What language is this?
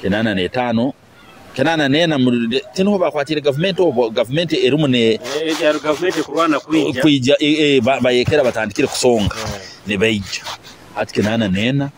Nyoro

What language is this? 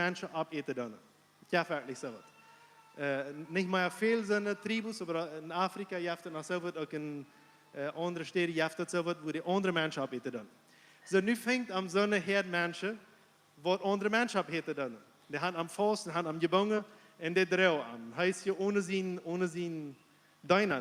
Plautdietsch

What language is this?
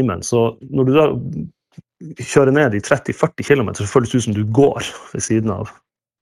Norwegian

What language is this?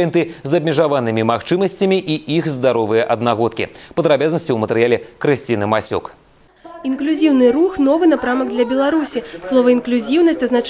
Belarusian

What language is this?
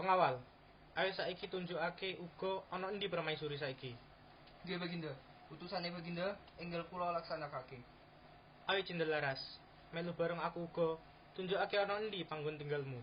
Javanese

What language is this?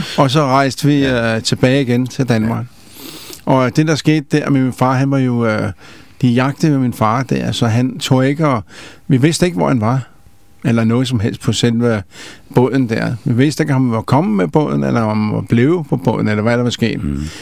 Danish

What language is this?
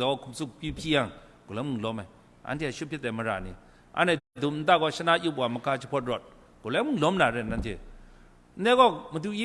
Kachin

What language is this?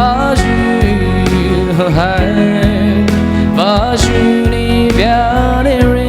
Poumei Naga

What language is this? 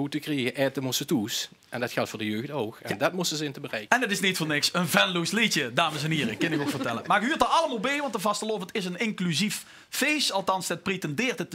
Limburgish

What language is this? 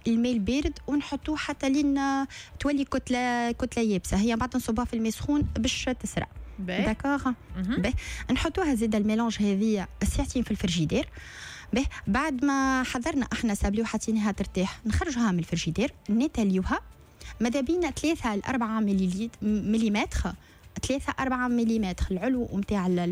Tunisian Arabic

